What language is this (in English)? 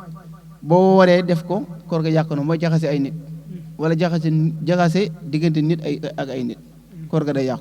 Wolof